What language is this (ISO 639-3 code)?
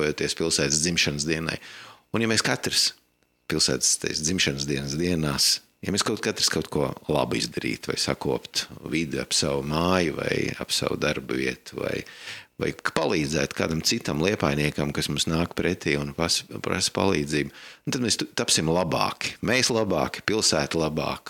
lav